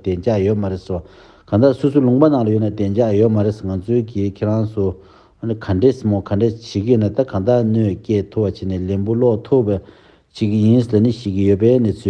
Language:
Tibetan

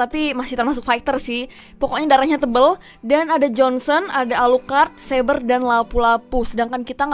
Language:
Indonesian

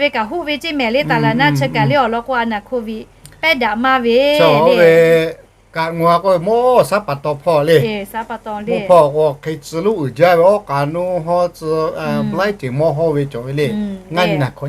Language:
Lahu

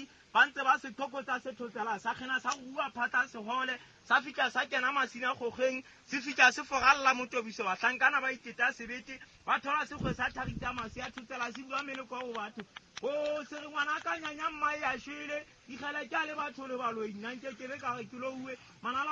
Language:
Southern Sotho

